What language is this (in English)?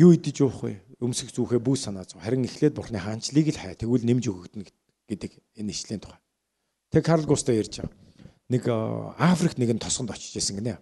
Mongolian